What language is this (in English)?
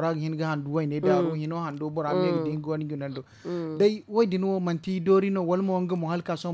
Zarma